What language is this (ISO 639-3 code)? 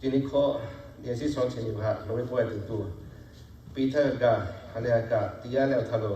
lhu